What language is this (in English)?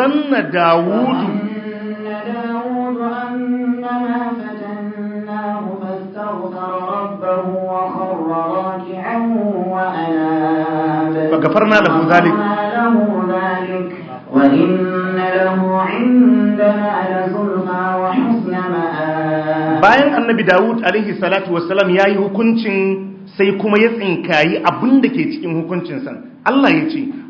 Hausa